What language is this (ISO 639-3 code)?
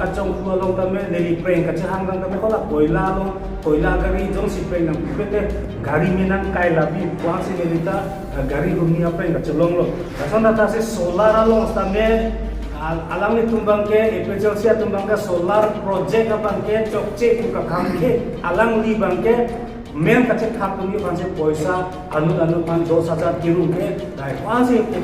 mjw